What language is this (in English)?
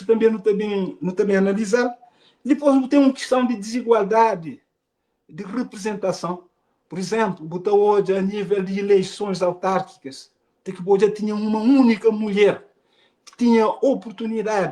Kabuverdianu